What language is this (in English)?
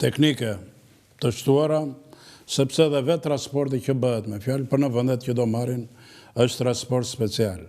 Albanian